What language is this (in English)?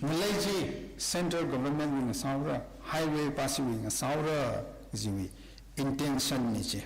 Tangkhul Naga (India)